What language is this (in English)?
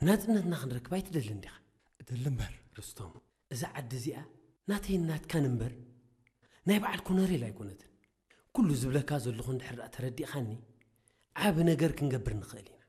Tigrinya